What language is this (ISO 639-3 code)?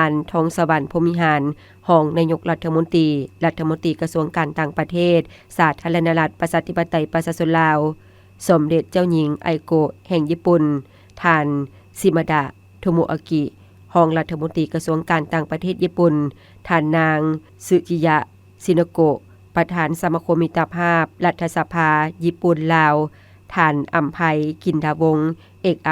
lao